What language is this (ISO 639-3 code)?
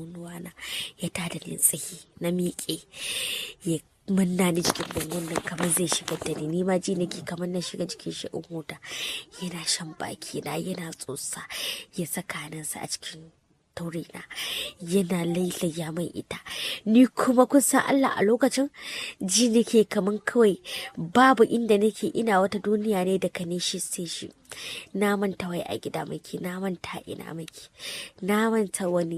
hau